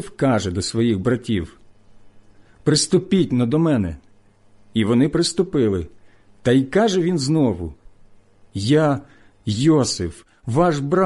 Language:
Ukrainian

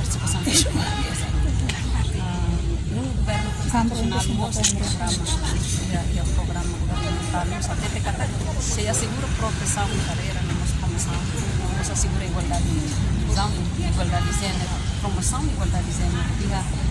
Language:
Tetum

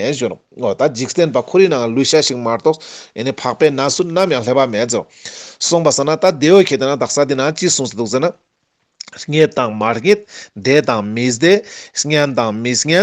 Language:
Ladakhi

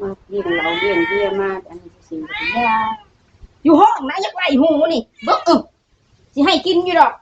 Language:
Lao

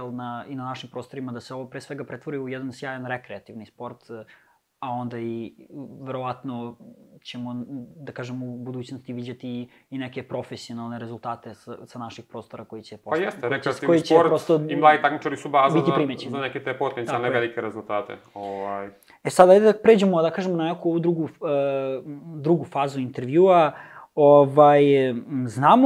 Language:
Serbian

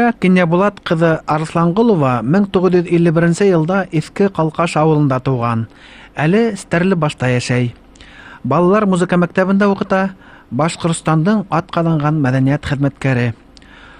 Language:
Bashkir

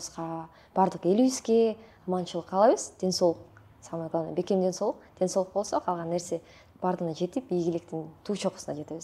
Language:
Kyrgyz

